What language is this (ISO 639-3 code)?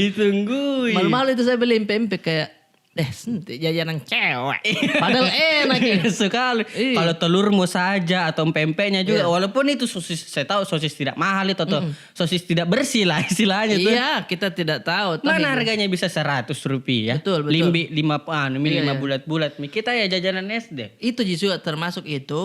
mfp